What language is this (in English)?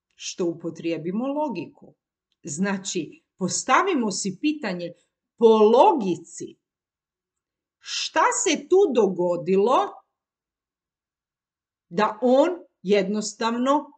Croatian